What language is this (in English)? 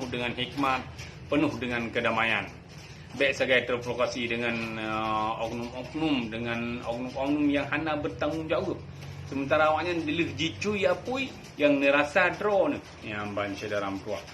Achinese